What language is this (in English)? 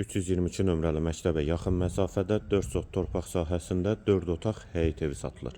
Azerbaijani